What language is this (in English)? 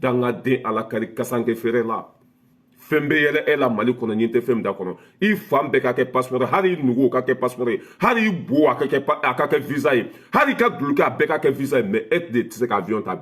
Bambara